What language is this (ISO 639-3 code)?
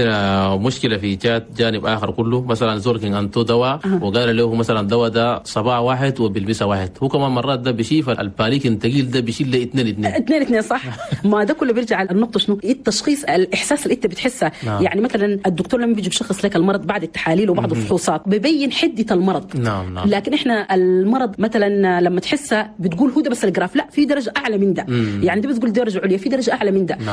shu